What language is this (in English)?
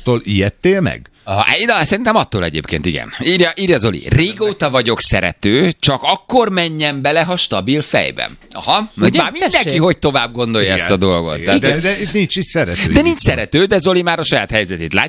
Hungarian